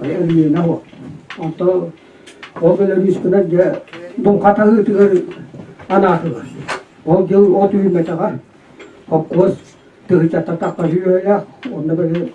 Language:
Yakut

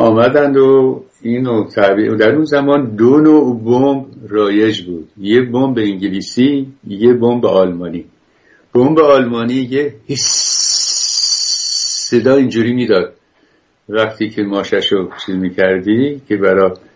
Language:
Persian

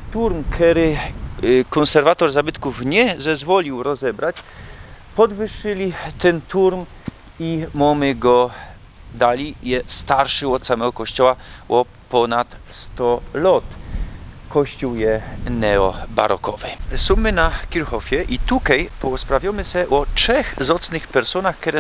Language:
Silesian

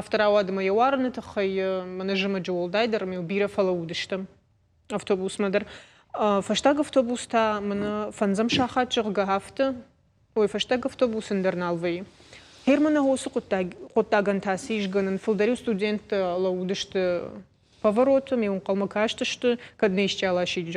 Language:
Ossetic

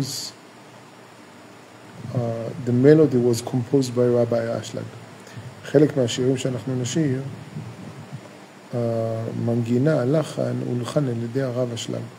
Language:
Hebrew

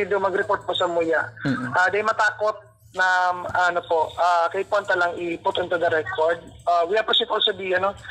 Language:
Bikol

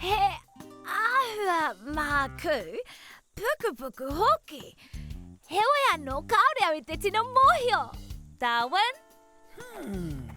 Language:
Māori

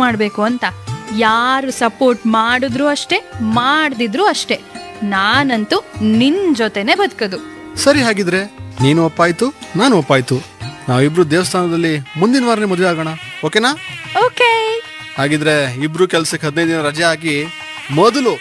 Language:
Kannada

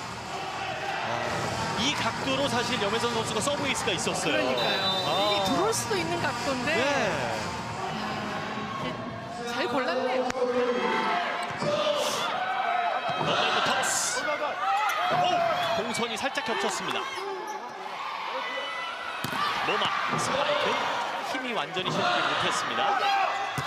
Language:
Korean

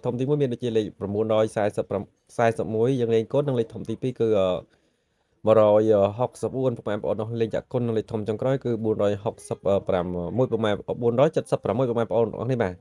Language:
Khmer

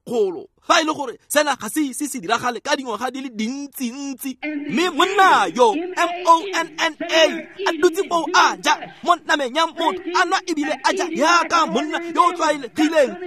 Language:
Tswana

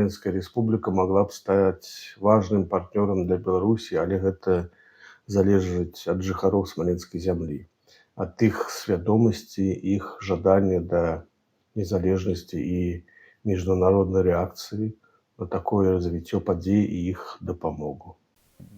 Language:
Belarusian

